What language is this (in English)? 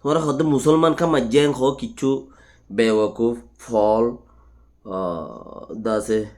Rohingya